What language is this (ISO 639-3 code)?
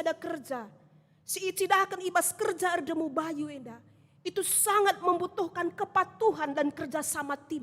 btx